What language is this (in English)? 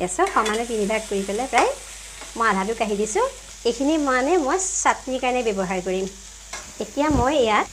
Assamese